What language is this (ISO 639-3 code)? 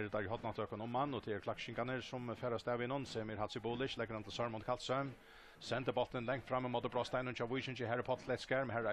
fao